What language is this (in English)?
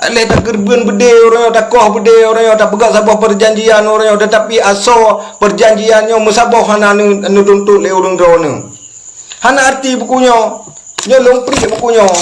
Achinese